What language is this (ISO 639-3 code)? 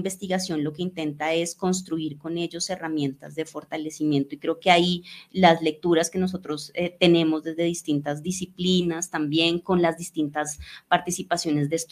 spa